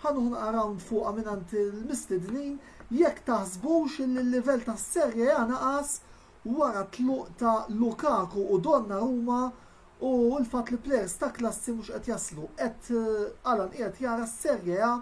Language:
Maltese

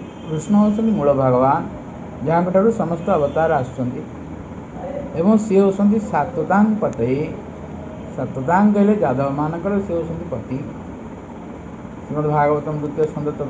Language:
Odia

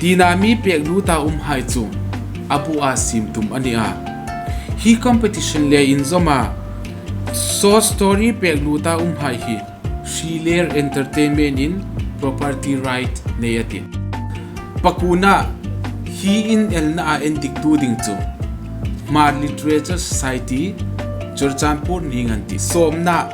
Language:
Hmar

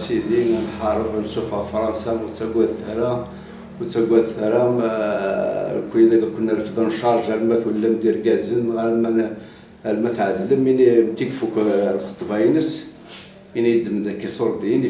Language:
Kabyle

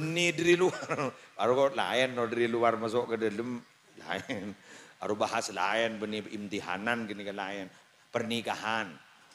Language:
Madurese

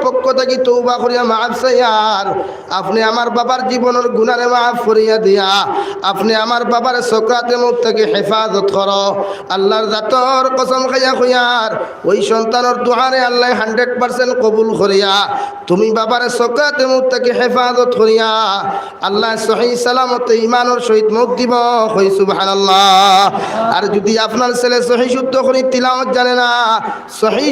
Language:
Sylheti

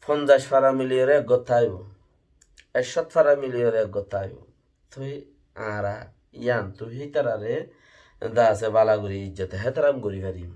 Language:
Rohingya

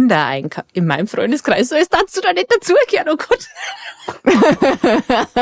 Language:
Bavarian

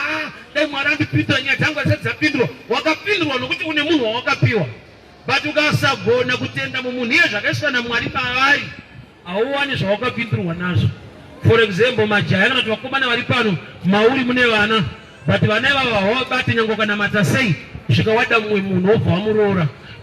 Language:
Shona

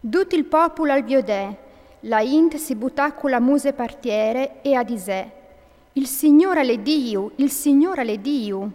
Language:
Friulian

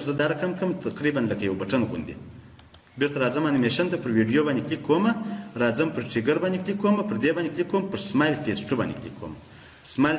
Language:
Pashto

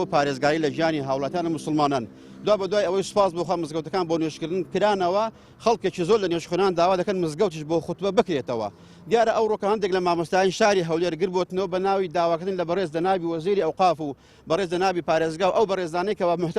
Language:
Central Kurdish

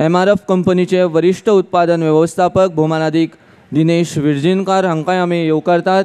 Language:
Konkani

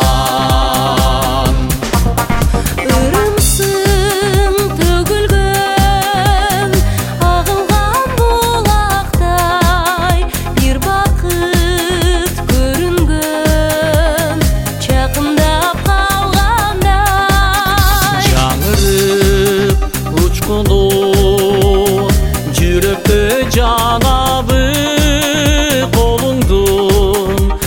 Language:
Kyrgyz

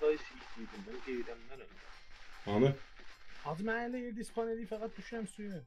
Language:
South Azerbaijani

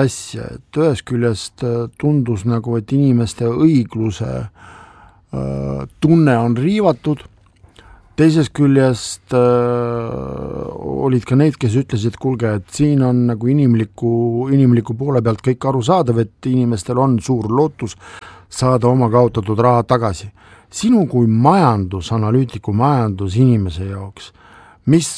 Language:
Estonian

